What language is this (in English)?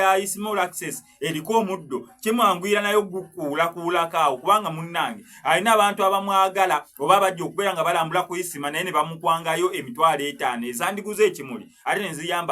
Ganda